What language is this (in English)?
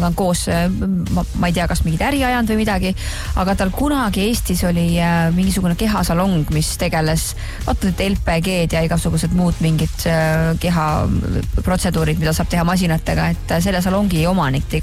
Estonian